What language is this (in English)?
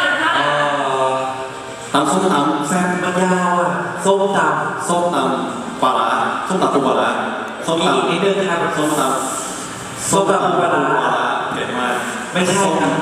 Thai